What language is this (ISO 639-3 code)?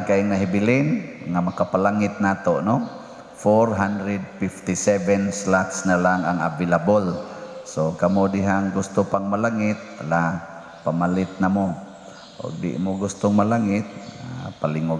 ceb